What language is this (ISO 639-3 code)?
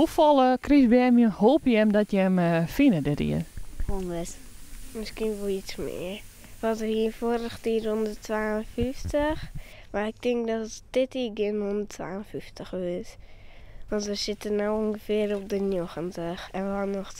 fry